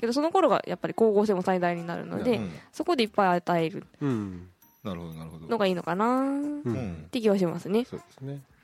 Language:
Japanese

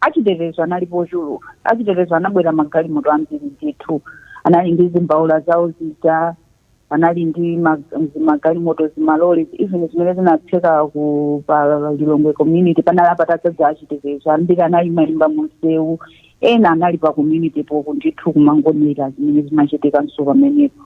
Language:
Nyanja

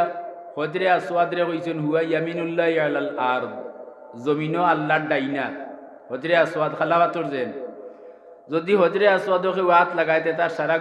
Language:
Sylheti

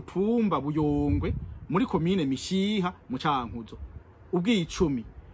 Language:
Rundi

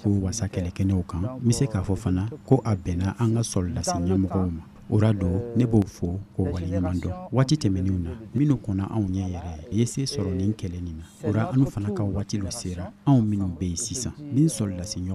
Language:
Bambara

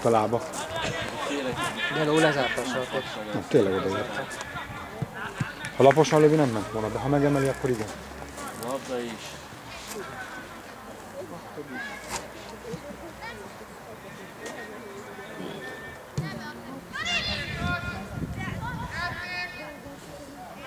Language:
Hungarian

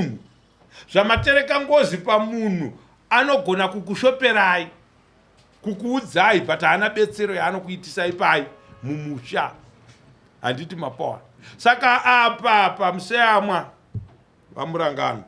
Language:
Shona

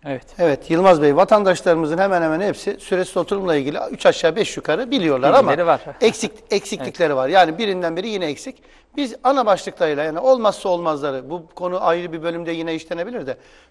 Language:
Turkish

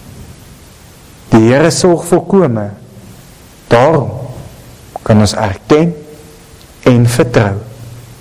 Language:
Afrikaans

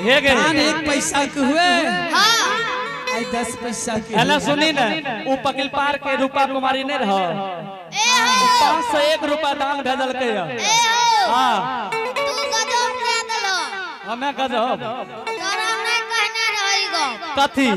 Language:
Angika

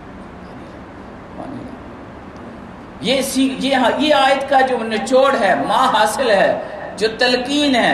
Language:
Urdu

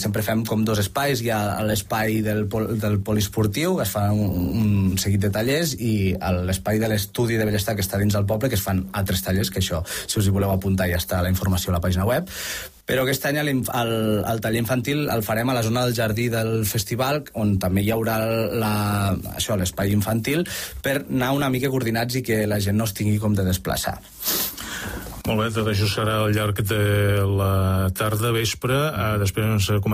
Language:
Catalan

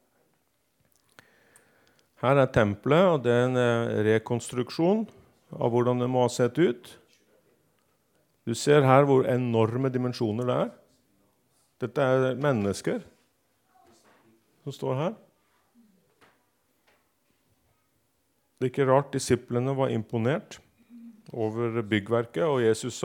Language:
Norwegian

